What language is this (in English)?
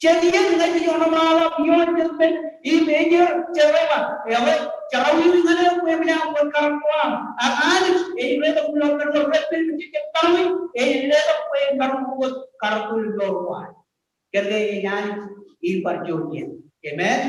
Marshallese